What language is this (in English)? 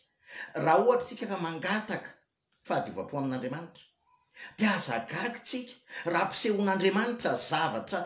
Malagasy